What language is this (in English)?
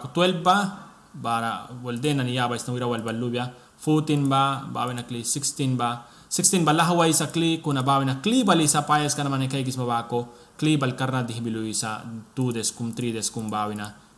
Mískito